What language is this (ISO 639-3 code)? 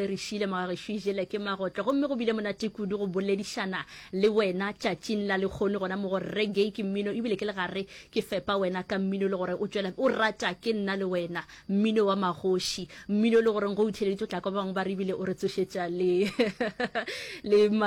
nso